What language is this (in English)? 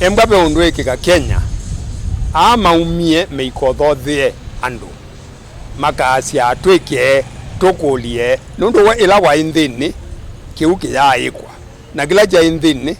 Kamba